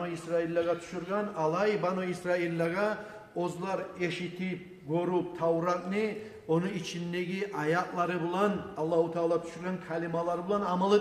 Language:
Kumyk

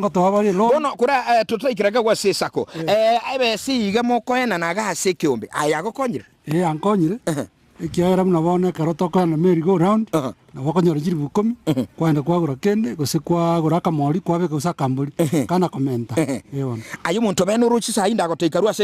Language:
Gusii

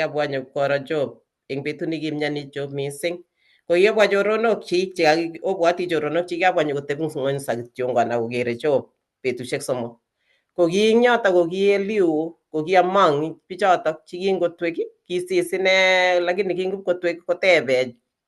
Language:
Kalenjin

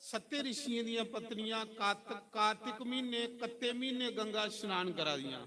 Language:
Dogri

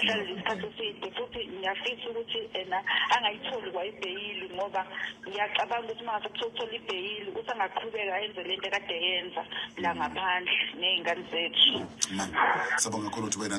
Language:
Zulu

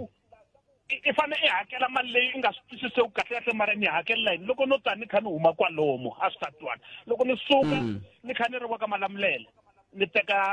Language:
Tsonga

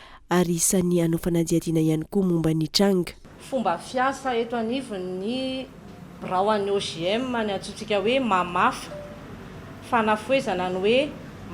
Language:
Malagasy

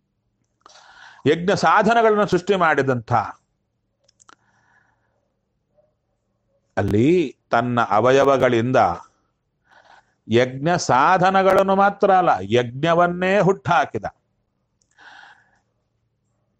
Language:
Kannada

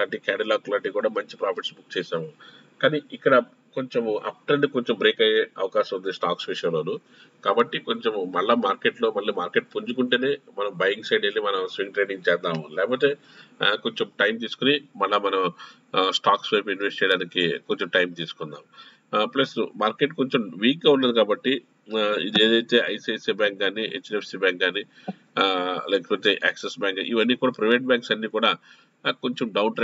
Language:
Telugu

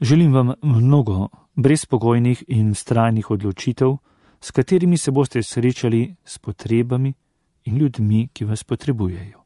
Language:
Slovenian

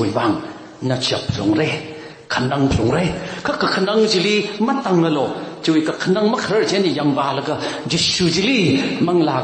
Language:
Tangkhul Naga (India)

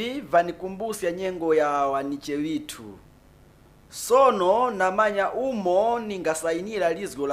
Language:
Nyanja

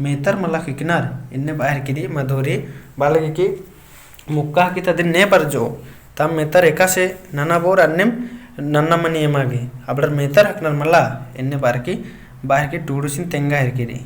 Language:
Kurukh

